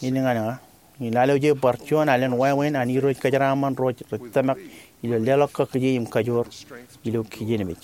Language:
Marshallese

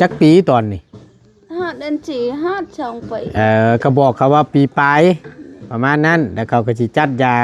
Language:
Northeastern Thai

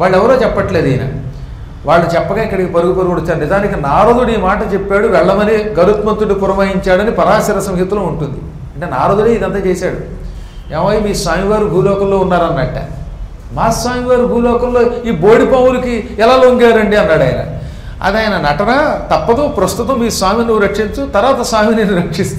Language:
Telugu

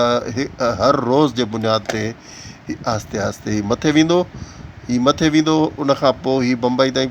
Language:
Sindhi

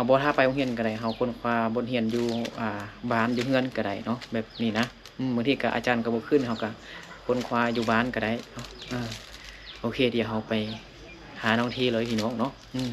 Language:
Lao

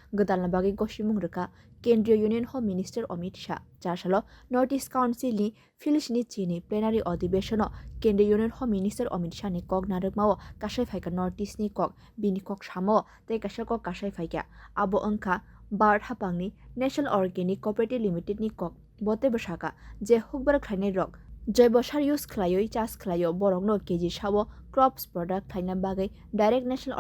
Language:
Kok Borok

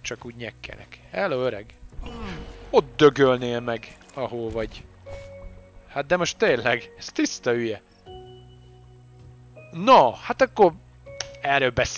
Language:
Hungarian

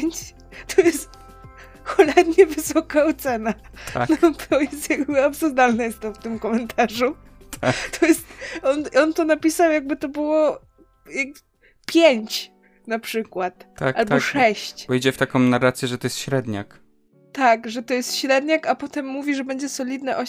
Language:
Polish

